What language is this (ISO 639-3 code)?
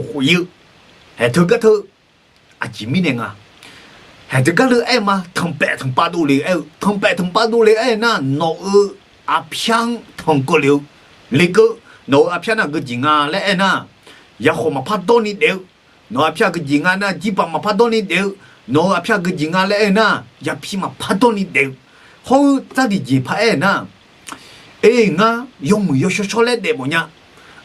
ahk